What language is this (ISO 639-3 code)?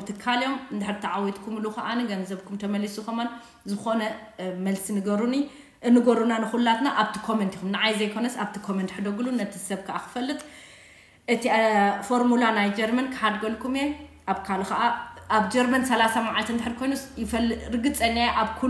tir